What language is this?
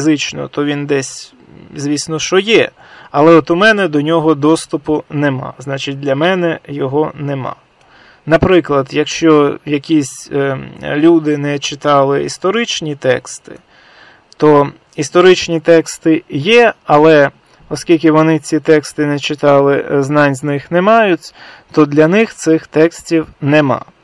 Ukrainian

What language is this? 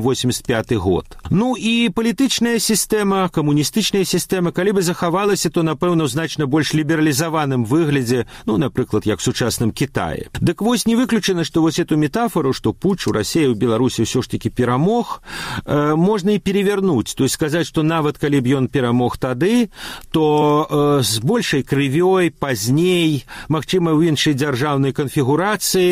Belarusian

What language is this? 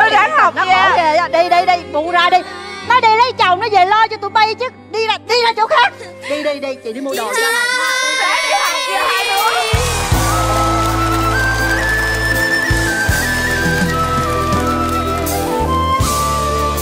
Vietnamese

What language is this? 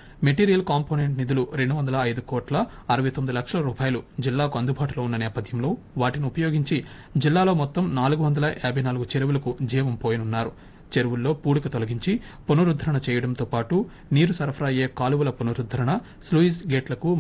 Telugu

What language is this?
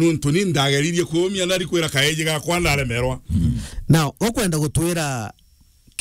Meru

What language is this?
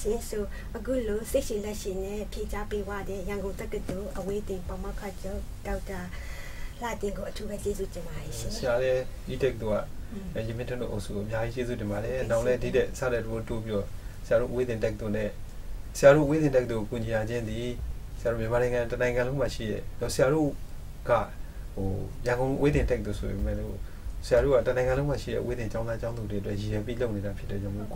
Burmese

